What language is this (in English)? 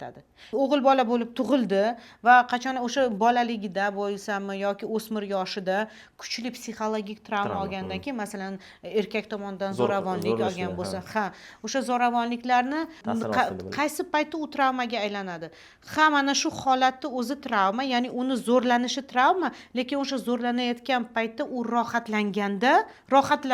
Uzbek